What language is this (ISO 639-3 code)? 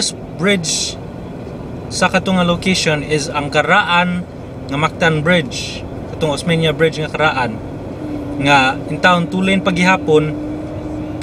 ceb